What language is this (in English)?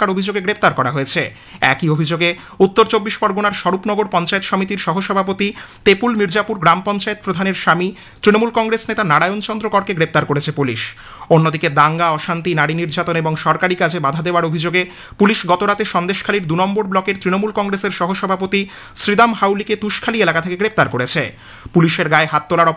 Bangla